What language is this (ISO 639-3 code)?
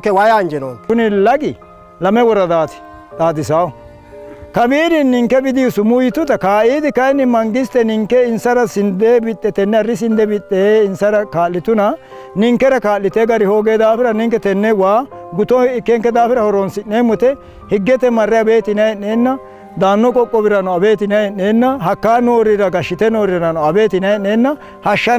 sid